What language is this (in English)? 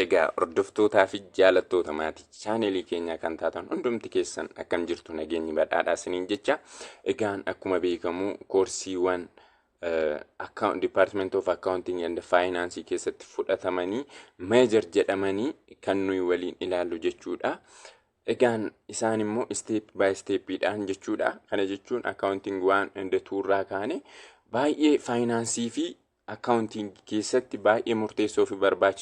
Oromo